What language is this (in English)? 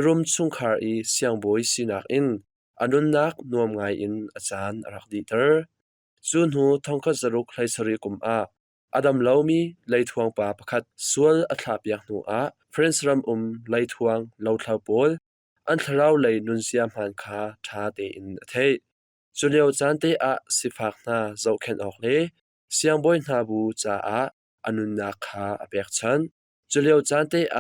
Hakha Chin